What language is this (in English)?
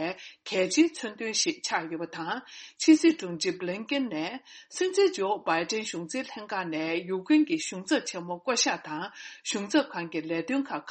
Tibetan